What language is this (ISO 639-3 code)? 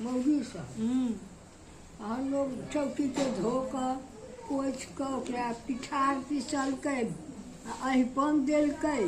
mai